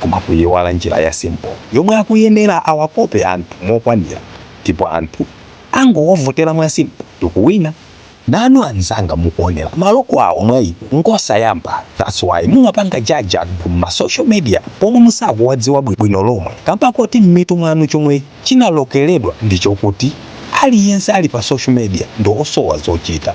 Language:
Nyanja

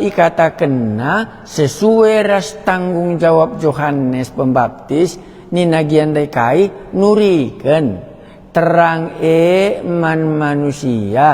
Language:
Batak Karo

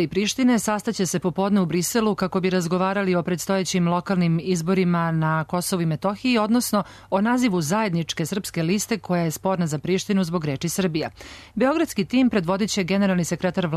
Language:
Serbian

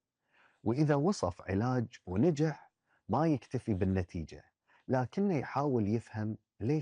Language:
Gulf Arabic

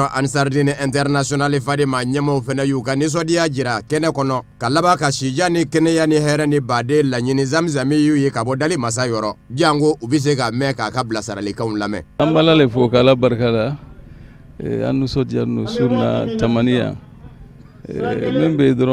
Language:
Bambara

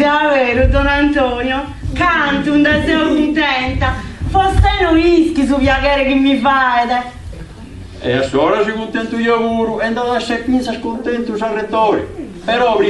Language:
Sardinian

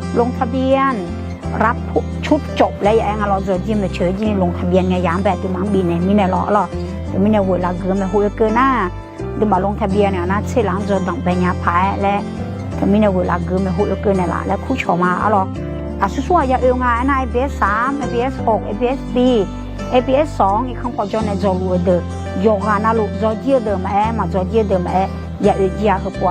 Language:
Akha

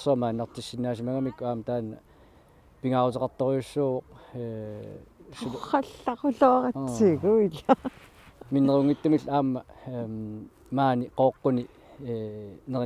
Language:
Kalaallisut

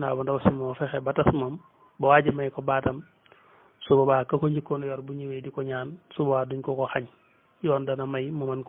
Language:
Wolof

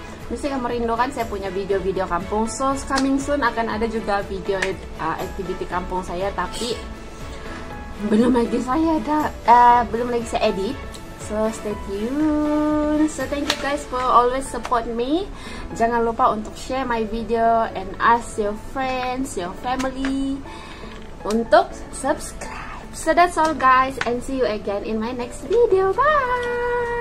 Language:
Malay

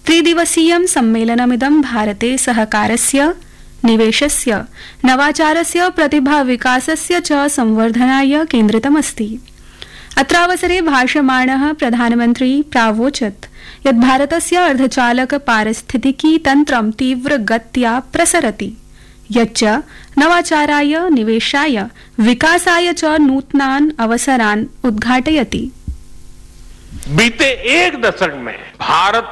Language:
Sanskrit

